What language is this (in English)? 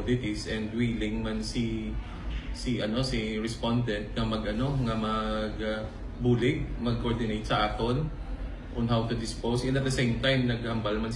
Hiligaynon